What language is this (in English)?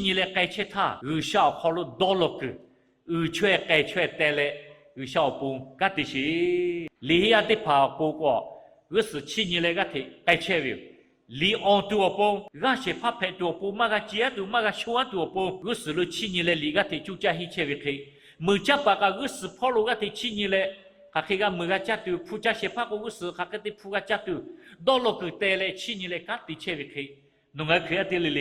Lahu